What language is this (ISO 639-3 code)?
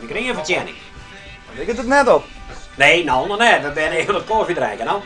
fry